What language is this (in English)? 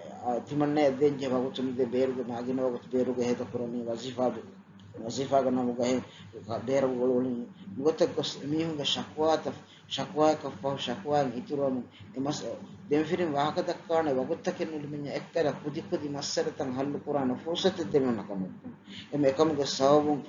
Divehi